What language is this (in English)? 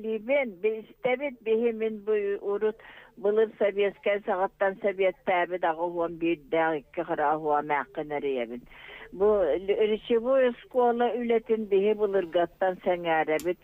Yakut